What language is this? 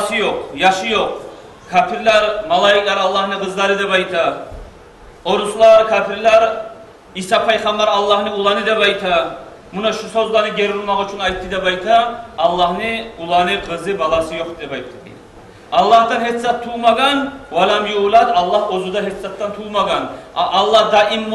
Kumyk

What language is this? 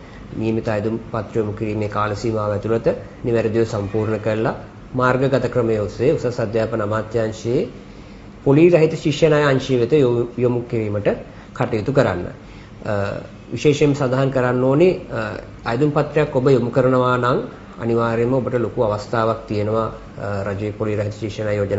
Sinhala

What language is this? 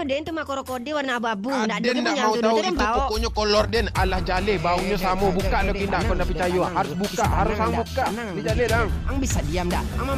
Minangkabau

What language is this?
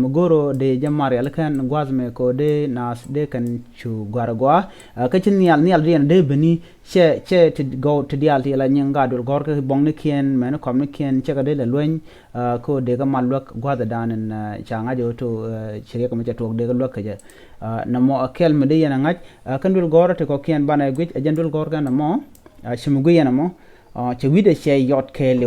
Nuer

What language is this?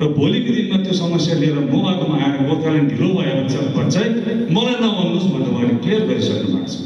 Nepali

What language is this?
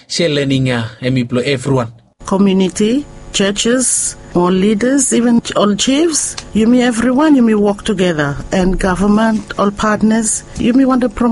Bislama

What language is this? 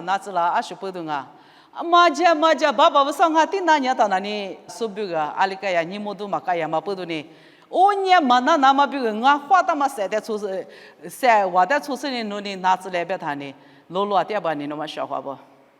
Lisu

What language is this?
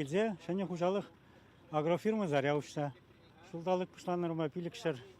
Chuvash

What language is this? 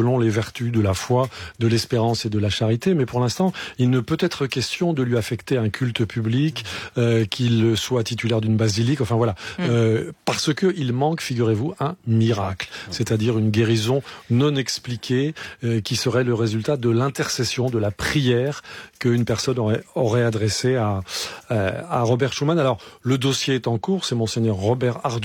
French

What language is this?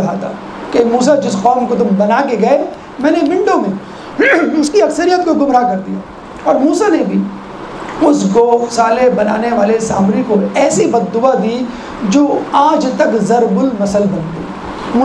Urdu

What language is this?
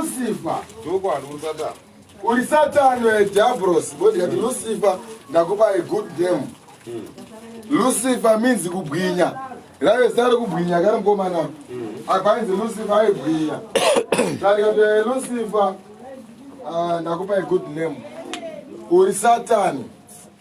Shona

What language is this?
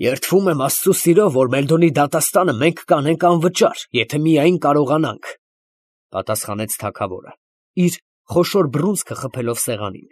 Armenian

